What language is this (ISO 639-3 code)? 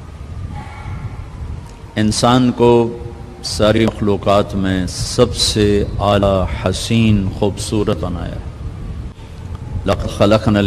urd